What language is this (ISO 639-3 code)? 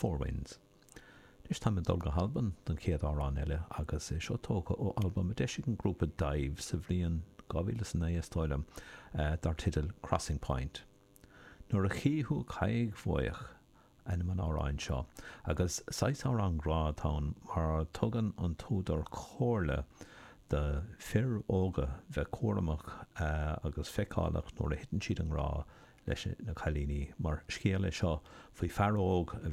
gle